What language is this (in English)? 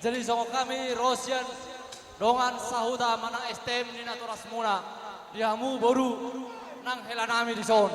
Batak Toba